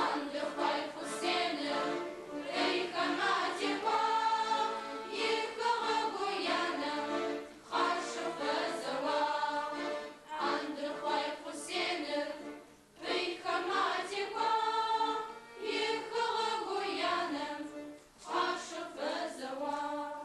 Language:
Adyghe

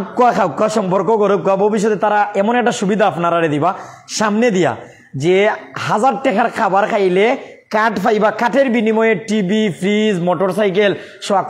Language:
Sylheti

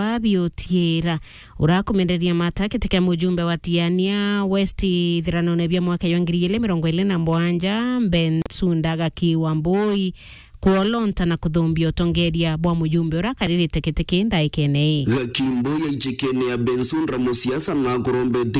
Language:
Meru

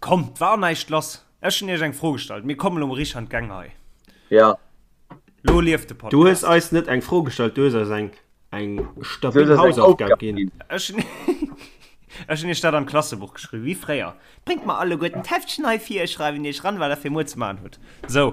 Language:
Luxembourgish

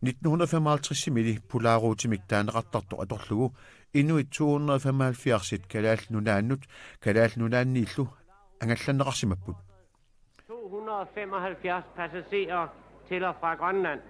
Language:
Kalaallisut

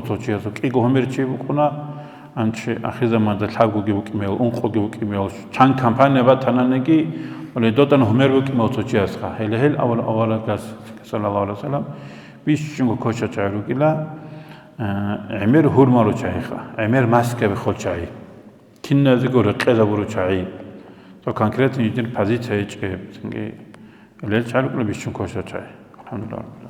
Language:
Avaric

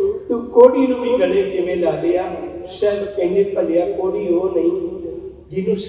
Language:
Punjabi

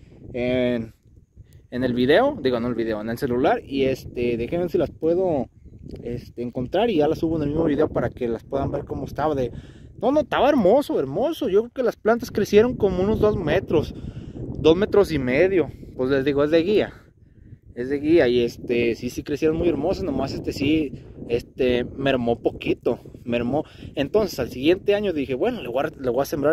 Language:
Spanish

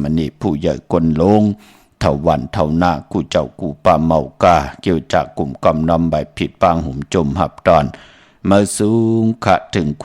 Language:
Shan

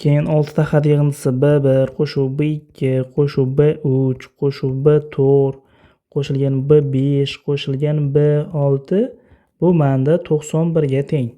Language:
Uzbek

